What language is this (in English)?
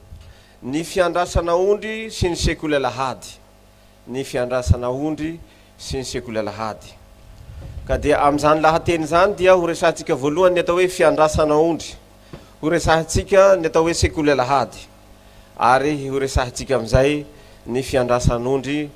Malagasy